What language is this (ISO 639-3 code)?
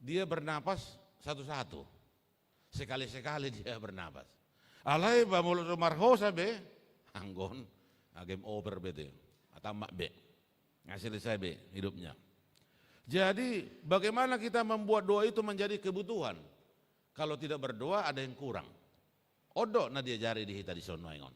bbc